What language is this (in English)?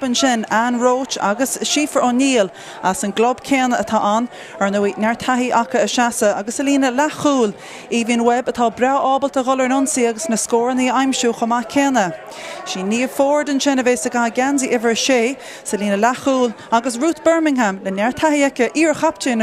Irish